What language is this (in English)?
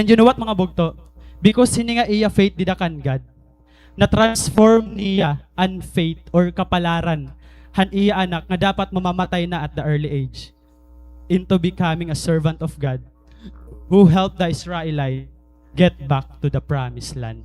Waray